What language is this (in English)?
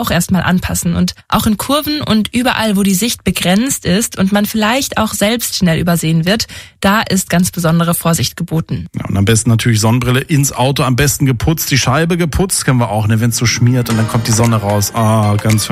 German